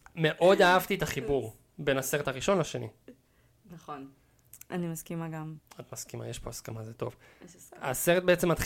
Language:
Hebrew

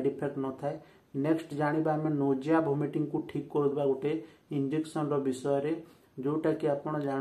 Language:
Odia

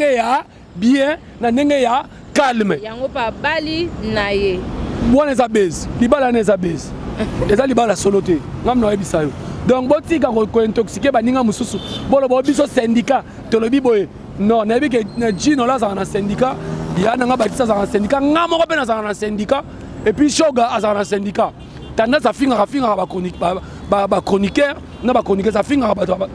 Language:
Lingala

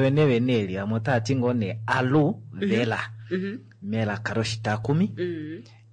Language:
Kuanyama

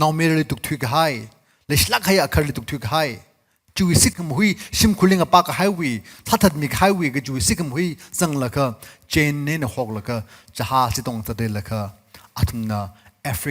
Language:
Tangkhul Naga (India)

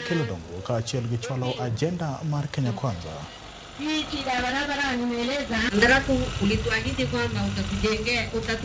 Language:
Luo (Kenya and Tanzania)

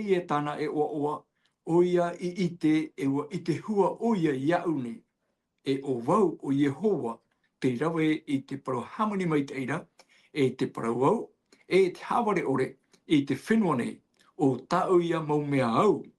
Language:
Tahitian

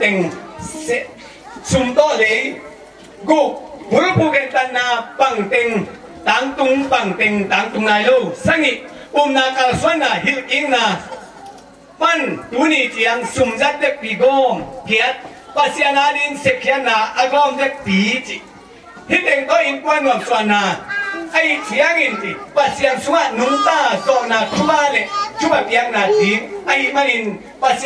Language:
Tedim Chin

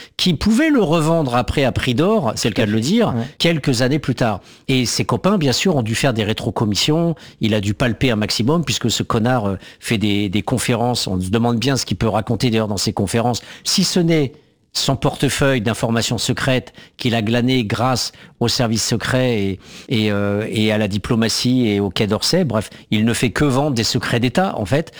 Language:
French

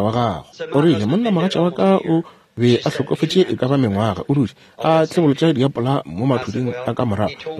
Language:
Northern Sotho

